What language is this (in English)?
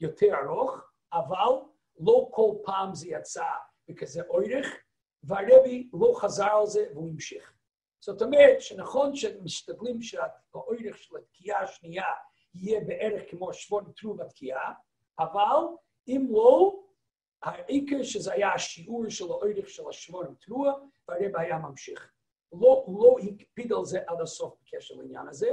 Hebrew